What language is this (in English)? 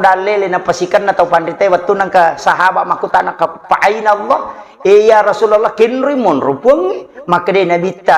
Buginese